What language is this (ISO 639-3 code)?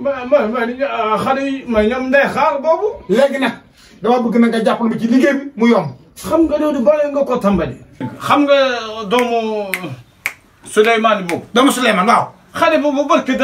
wol